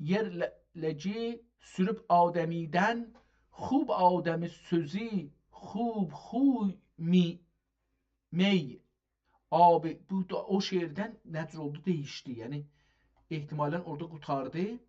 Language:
South Azerbaijani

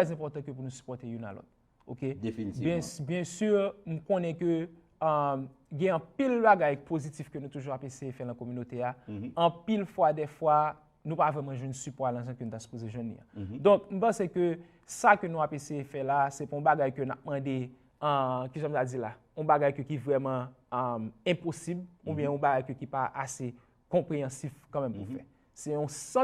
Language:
Haitian Creole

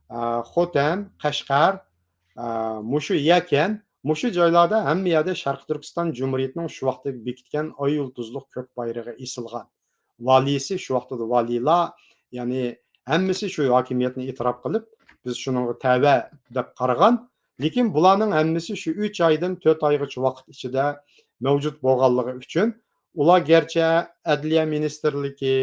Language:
Uyghur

